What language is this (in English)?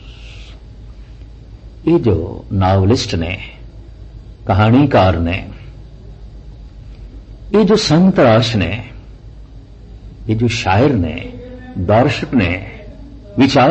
Punjabi